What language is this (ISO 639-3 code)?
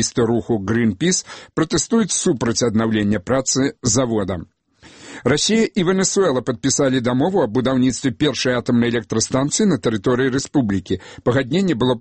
bel